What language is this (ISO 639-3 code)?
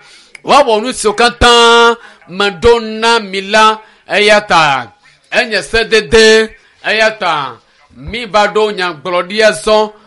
ewe